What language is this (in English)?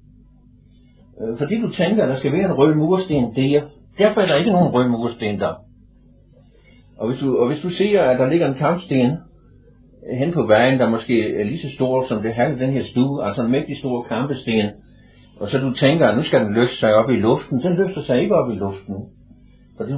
Danish